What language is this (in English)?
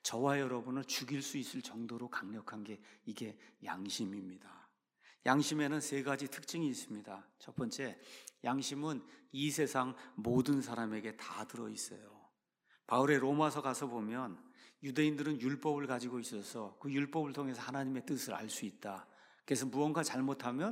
Korean